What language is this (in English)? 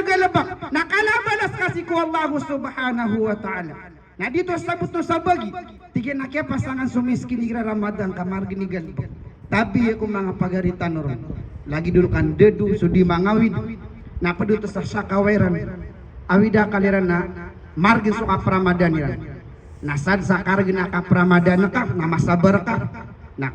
Maranao